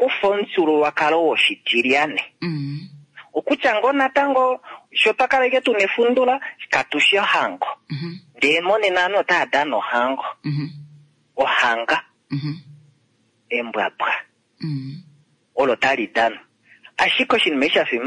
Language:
Kuanyama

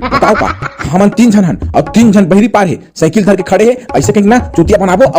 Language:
Chhattisgarhi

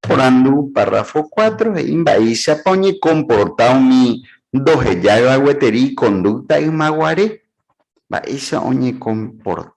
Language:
Guarani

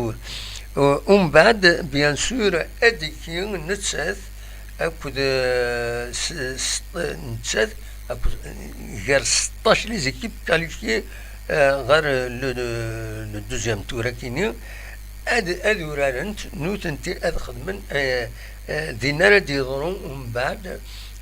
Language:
Kabyle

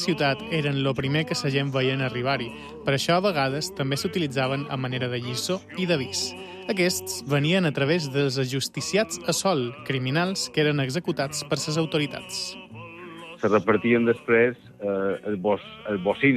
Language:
Catalan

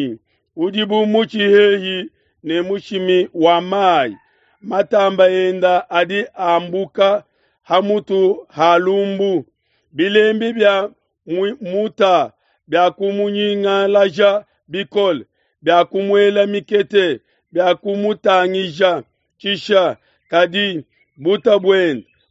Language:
Luba-Lulua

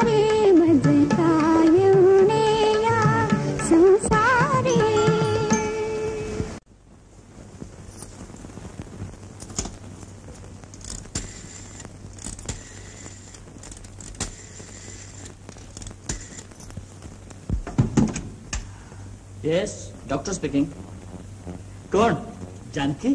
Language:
Marathi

